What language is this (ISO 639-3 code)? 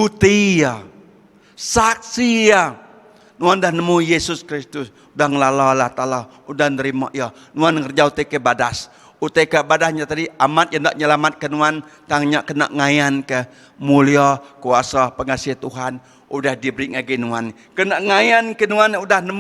iba